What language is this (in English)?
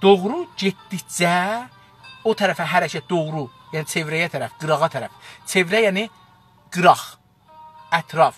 South Azerbaijani